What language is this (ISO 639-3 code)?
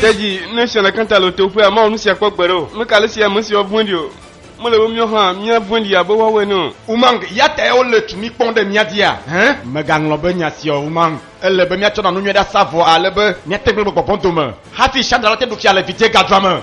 ewe